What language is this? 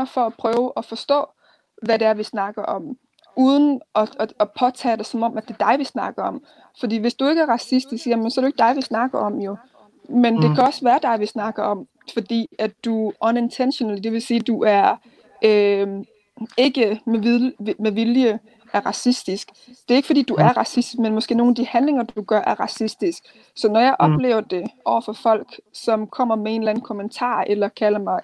Danish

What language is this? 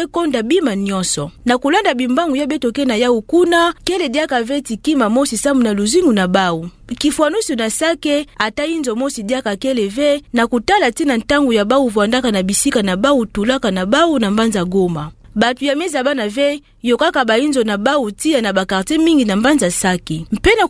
Kituba (Democratic Republic of Congo)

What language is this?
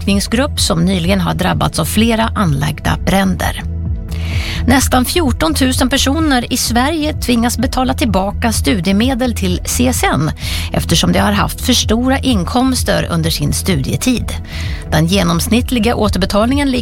Swedish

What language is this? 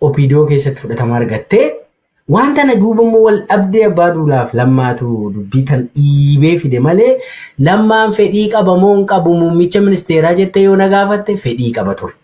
Oromo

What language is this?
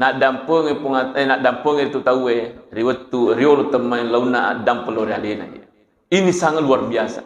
Buginese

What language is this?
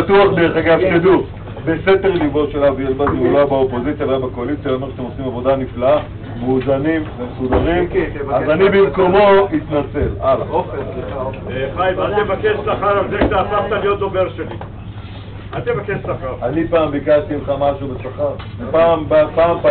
Hebrew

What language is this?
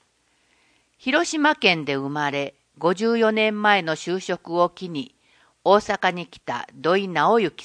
Japanese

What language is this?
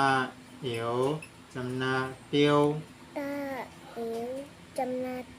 Shan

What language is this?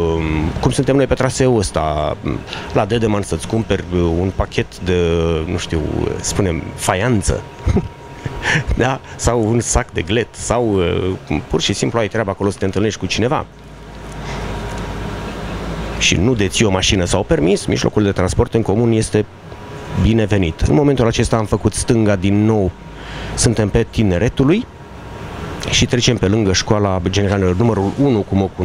Romanian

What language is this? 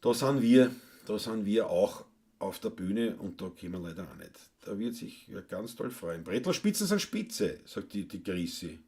Bavarian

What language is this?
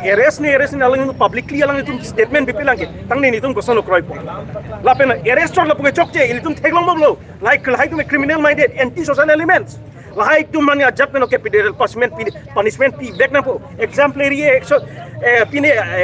Karbi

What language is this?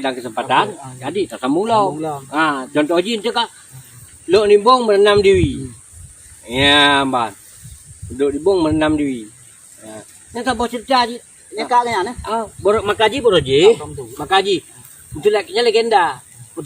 Achinese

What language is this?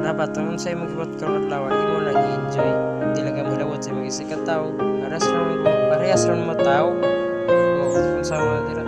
Cebuano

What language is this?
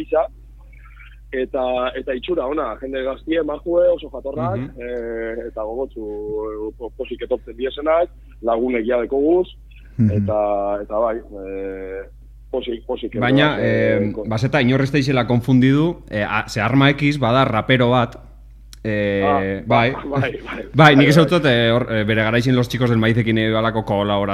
Basque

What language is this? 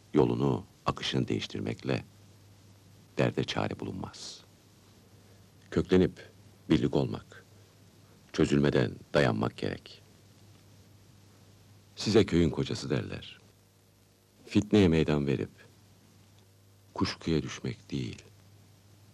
Turkish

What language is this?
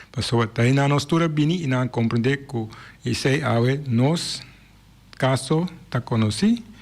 Papiamento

